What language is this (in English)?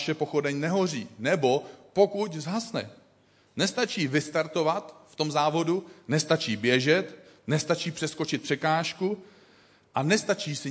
Czech